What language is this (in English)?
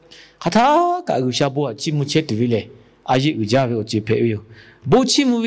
Lahu